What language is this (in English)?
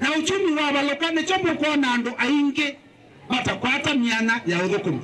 Kamba